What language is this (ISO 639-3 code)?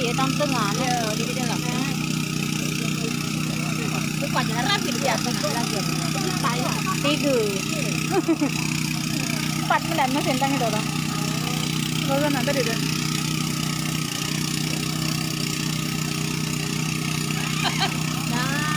msa